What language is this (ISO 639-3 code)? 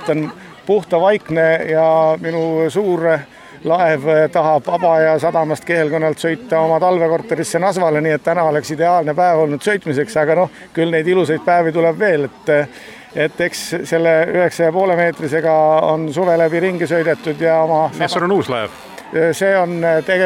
est